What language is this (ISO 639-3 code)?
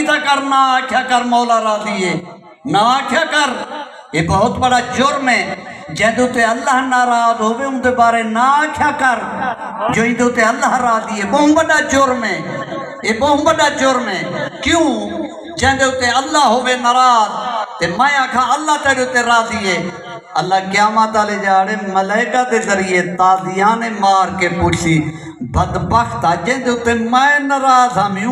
skr